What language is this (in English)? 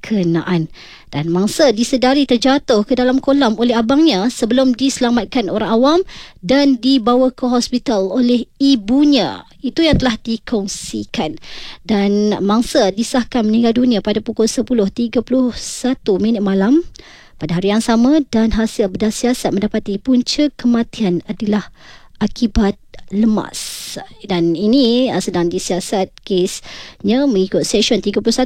Malay